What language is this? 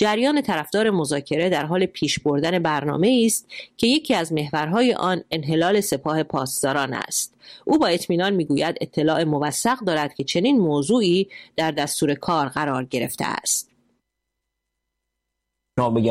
Persian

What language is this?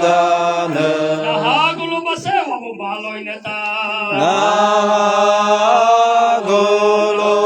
Nias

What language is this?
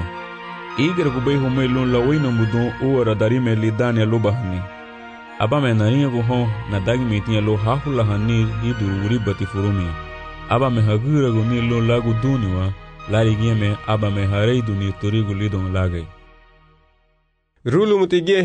Garifuna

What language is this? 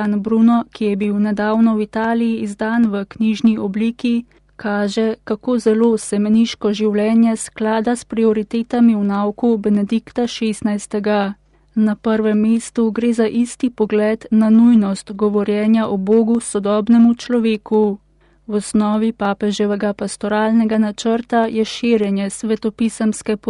Slovenian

